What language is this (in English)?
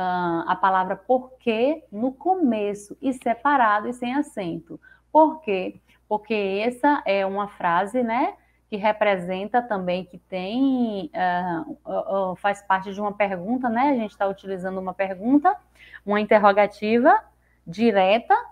Portuguese